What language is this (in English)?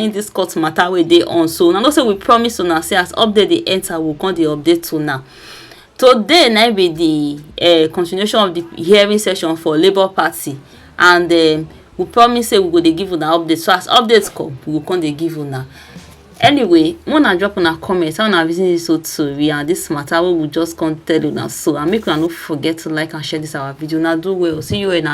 Nigerian Pidgin